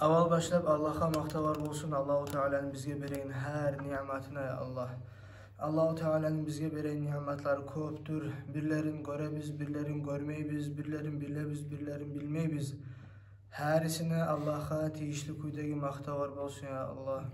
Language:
Kumyk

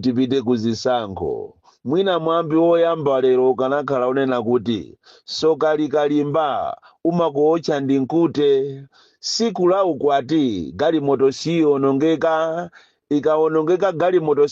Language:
Nyanja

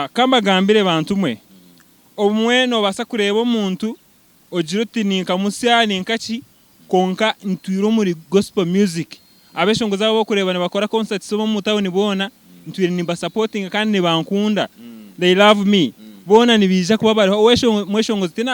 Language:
Nyankole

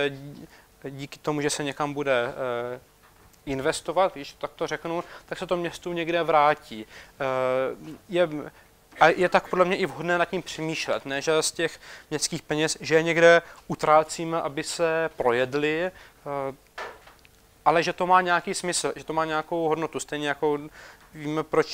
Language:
Czech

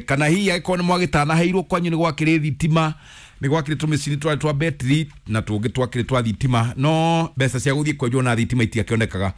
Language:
Kikuyu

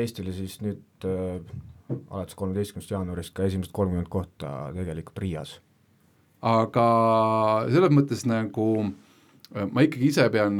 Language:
Estonian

